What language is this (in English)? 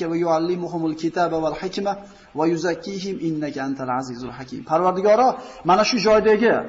Uzbek